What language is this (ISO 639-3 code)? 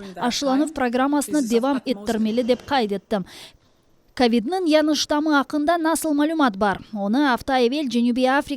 crh